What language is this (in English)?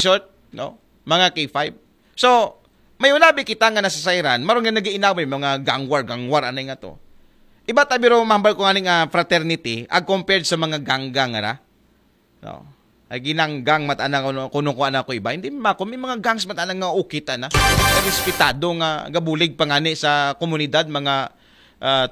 Aklanon